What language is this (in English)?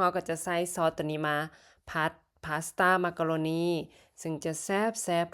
Lao